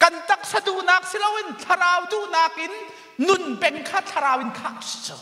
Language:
Hakha Chin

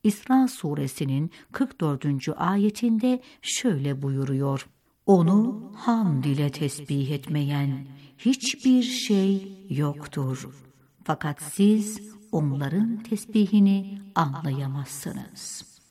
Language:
Turkish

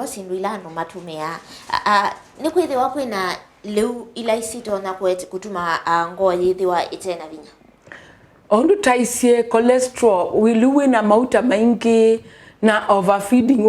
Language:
Kamba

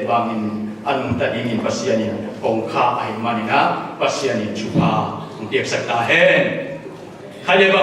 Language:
Tedim Chin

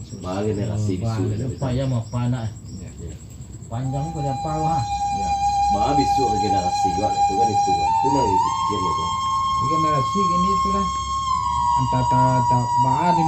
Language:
Minangkabau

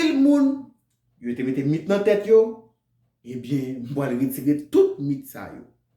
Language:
Haitian Creole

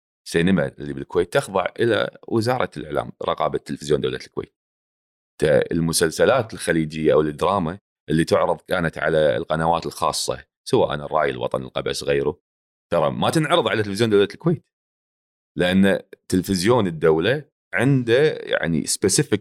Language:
Gulf Arabic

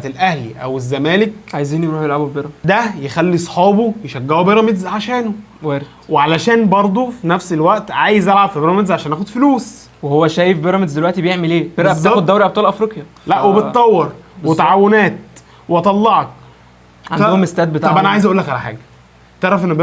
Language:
Egyptian Arabic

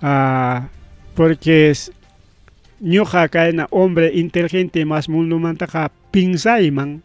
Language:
Ayacucho Quechua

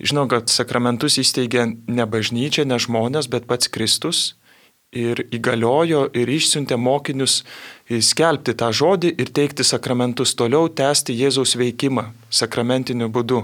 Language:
Lithuanian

